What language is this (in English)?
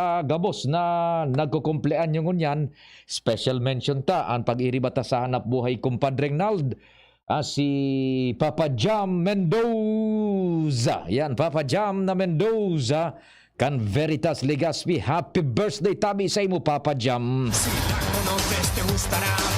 Bikol